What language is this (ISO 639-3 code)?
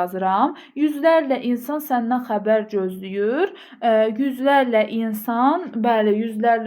aze